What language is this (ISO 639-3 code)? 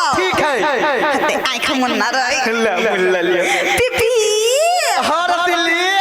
mai